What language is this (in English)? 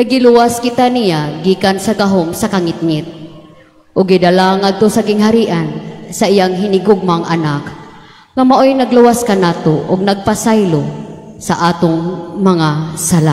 Cebuano